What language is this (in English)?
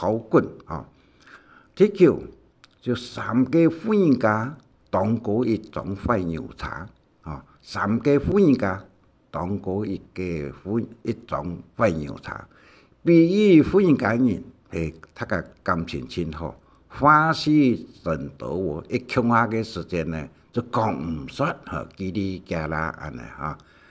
Hakka Chinese